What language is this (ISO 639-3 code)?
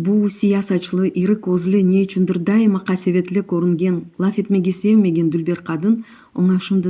crh